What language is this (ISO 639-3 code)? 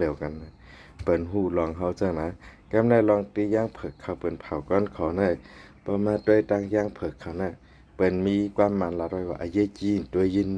shn